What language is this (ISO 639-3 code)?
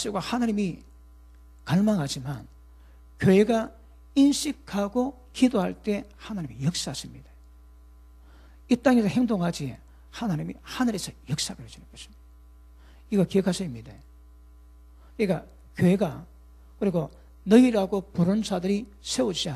kor